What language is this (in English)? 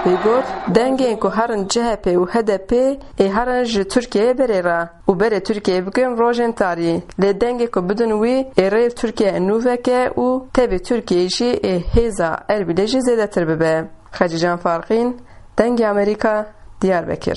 Kurdish